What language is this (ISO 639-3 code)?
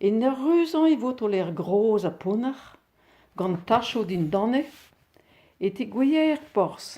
bre